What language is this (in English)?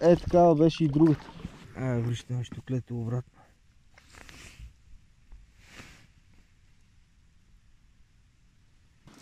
Bulgarian